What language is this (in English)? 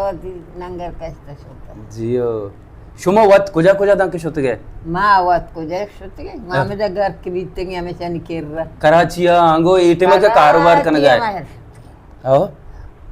Baluchi